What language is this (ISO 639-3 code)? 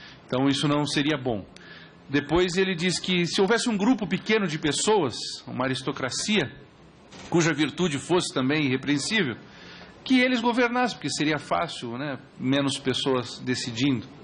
por